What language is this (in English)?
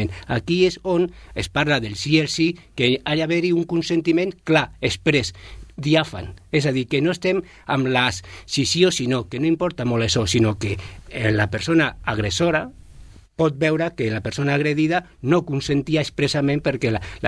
Catalan